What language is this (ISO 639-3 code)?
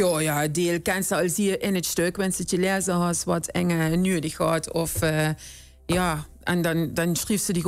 lim